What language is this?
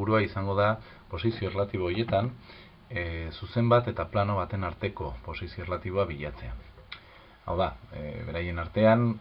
Basque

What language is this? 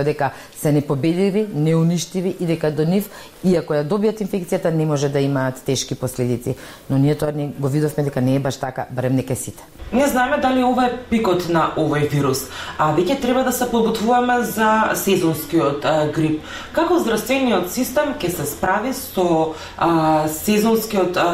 Macedonian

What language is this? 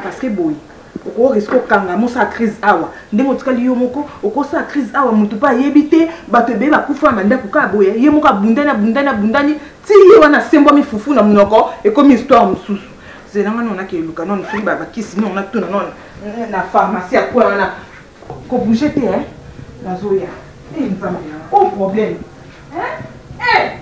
Lingala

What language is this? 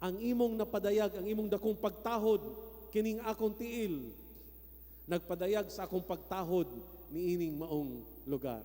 Cebuano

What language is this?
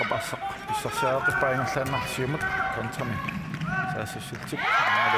Kalaallisut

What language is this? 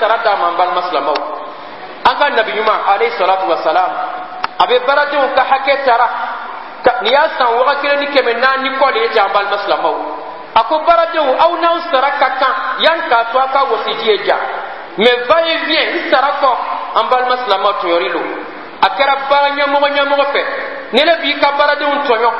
Bambara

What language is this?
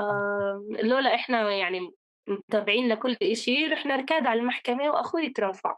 North Levantine Arabic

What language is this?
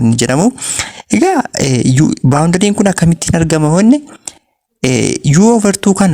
Oromo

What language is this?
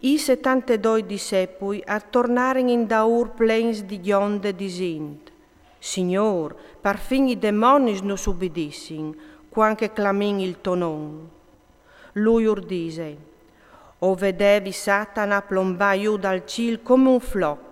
Friulian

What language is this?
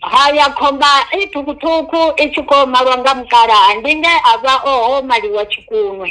Venda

